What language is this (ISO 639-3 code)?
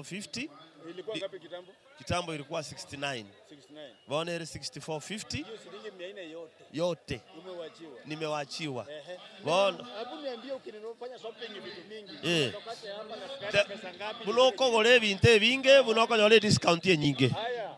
guz